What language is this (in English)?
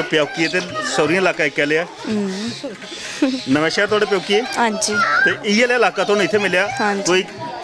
Dogri